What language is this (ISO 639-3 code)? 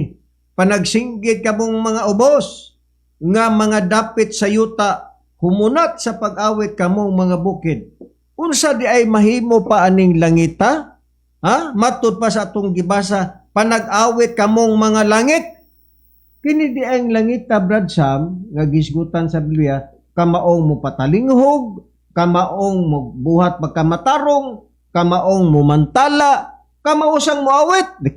ceb